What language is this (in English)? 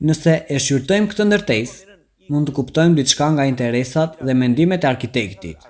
Albanian